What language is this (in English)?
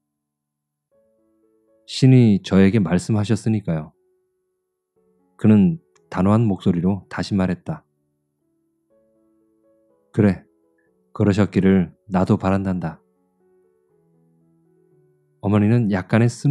Korean